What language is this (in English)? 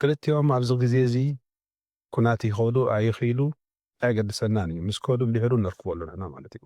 Tigrinya